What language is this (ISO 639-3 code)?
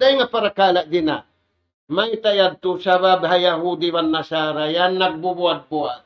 tsg